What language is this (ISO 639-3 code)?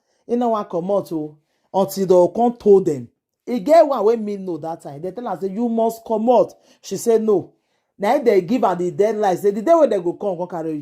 pcm